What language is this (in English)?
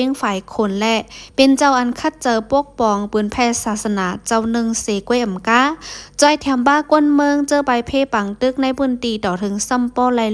Shan